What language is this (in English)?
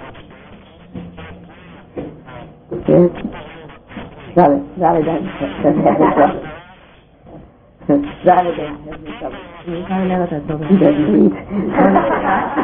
Croatian